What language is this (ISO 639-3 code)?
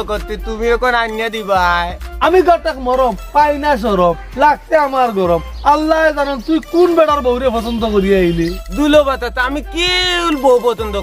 syl